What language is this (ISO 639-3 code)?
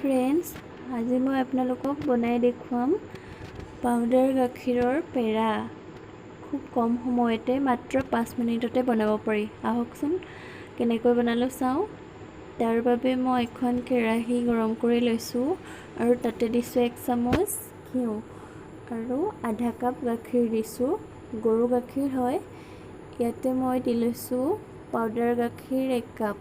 asm